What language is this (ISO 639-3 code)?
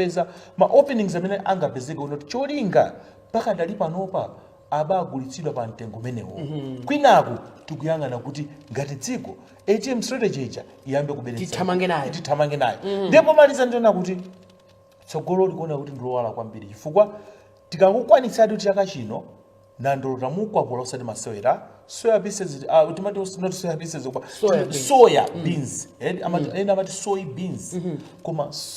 nya